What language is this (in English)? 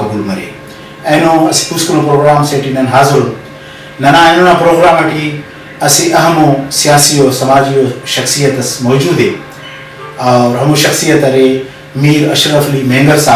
Brahui